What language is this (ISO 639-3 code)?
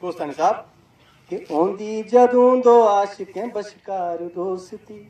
doi